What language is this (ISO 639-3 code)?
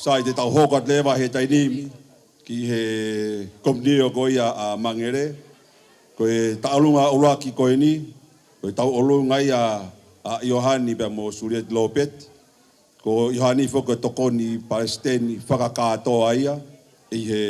ton